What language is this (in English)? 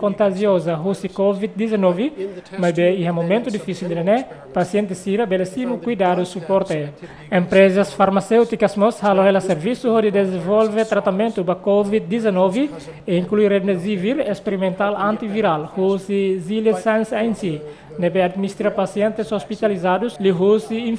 Tetum